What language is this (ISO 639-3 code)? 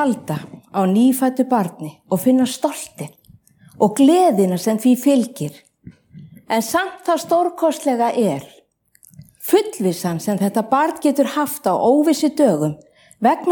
isl